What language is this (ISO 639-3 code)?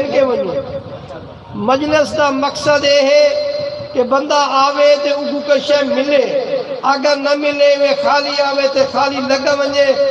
skr